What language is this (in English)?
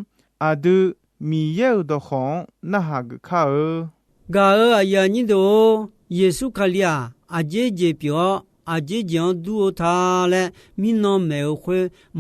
Akha